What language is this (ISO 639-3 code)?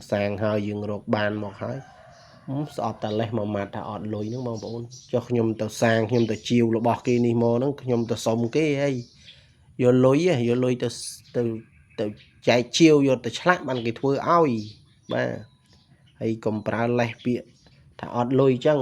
khm